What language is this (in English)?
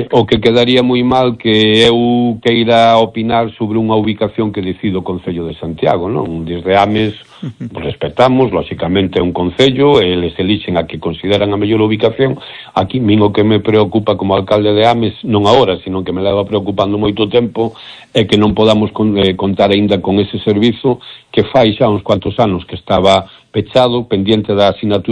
Galician